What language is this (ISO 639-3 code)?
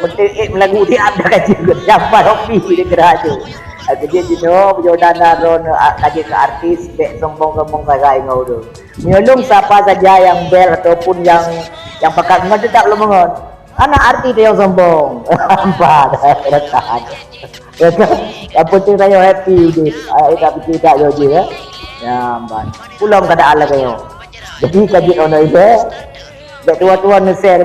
ace